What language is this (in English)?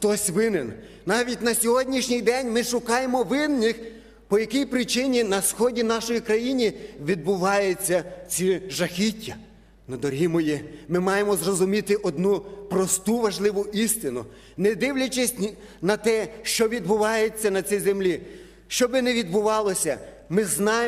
Ukrainian